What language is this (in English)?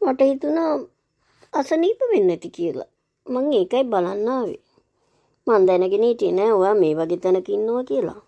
Sinhala